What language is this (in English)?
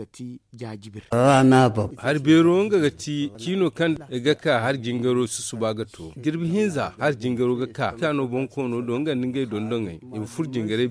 Zarma